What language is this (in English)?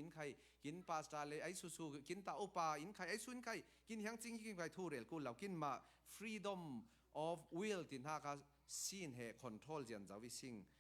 Falam Chin